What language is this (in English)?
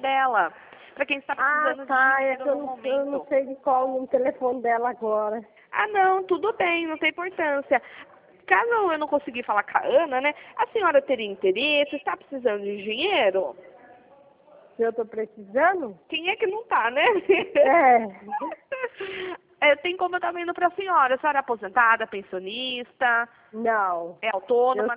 Portuguese